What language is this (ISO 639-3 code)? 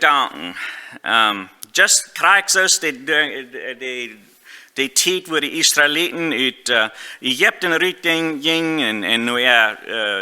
pdt